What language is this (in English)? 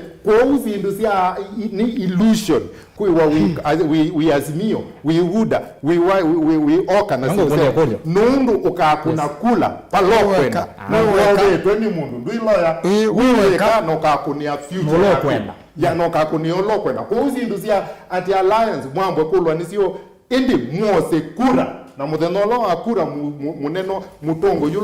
Kamba